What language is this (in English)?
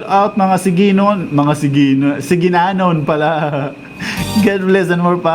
Waray